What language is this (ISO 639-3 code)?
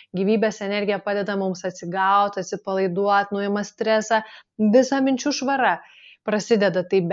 lit